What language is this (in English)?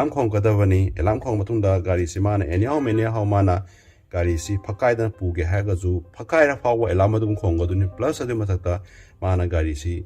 Manipuri